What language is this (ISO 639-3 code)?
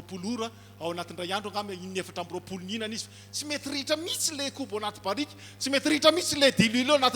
mlg